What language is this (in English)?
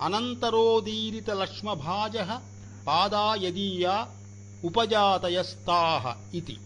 Sanskrit